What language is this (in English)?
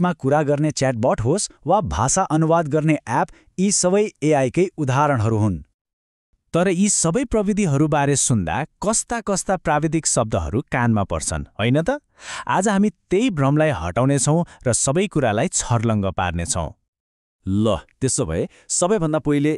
Nepali